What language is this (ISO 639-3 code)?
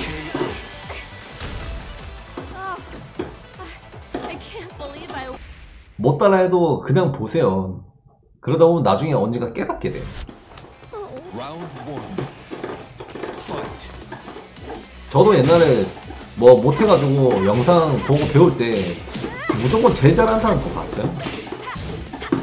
kor